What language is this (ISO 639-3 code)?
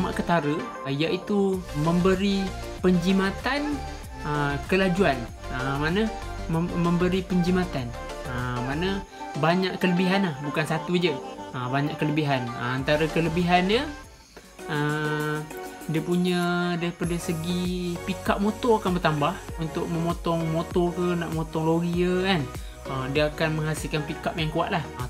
msa